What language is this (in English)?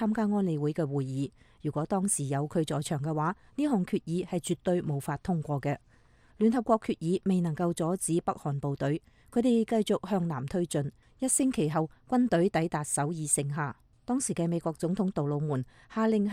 Cantonese